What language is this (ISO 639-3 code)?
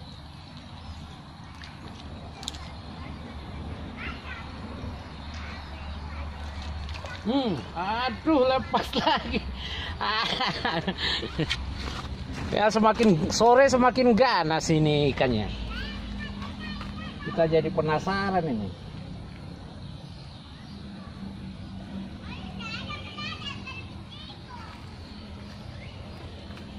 ind